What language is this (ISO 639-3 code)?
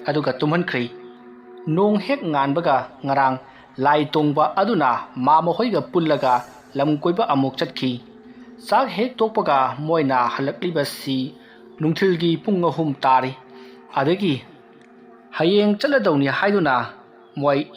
mni